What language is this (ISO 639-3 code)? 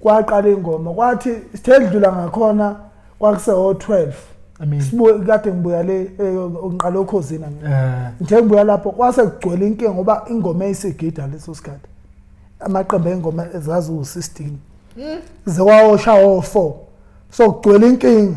zul